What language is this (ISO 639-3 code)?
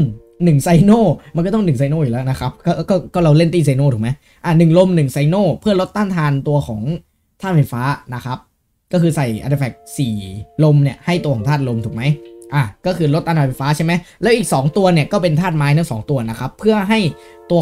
tha